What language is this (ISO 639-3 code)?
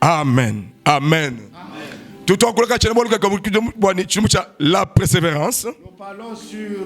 lua